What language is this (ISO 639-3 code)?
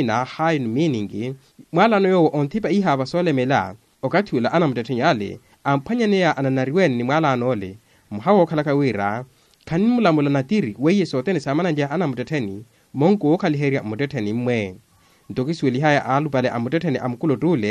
vmw